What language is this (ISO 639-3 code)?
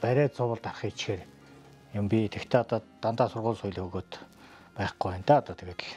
mon